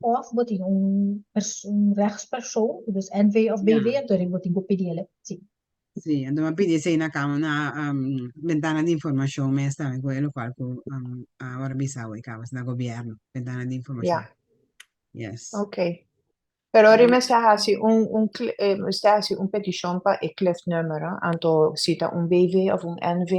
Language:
Papiamento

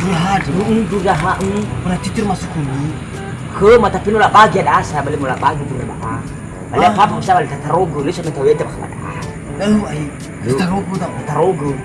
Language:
Nias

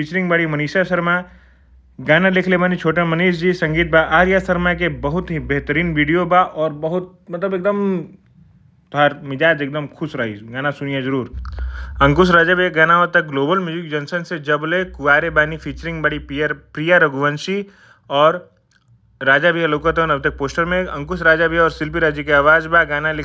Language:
Bhojpuri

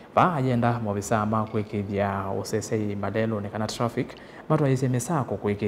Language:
Kamba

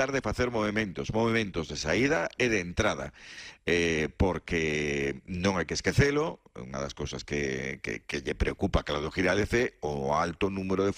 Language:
Galician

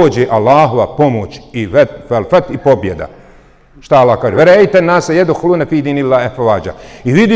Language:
Bosnian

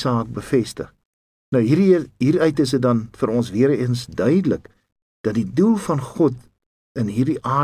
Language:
Afrikaans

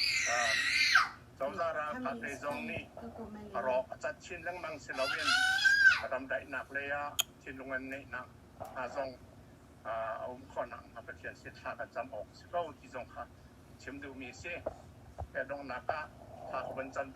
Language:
Hakha Chin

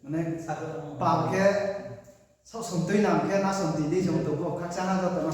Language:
Riang (India)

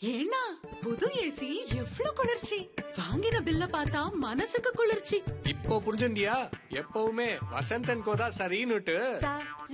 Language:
Tamil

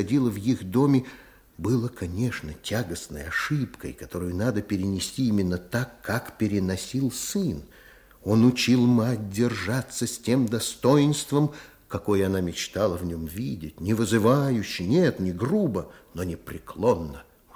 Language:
Russian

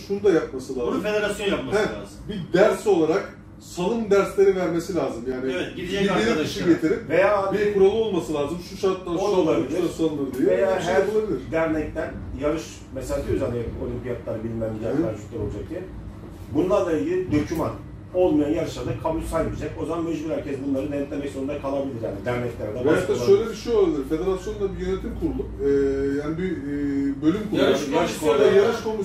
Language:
Turkish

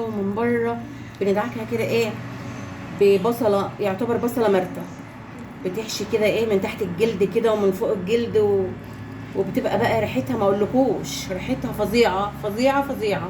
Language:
Egyptian Arabic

